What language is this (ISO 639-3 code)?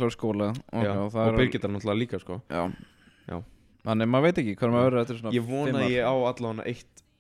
isl